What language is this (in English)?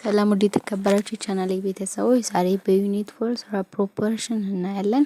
Amharic